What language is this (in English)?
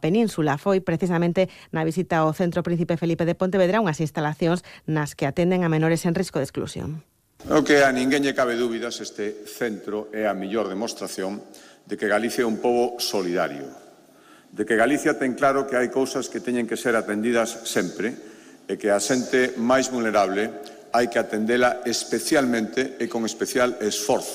Galician